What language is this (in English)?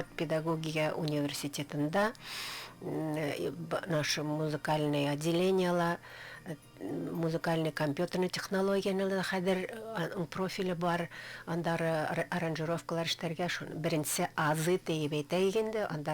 Bashkir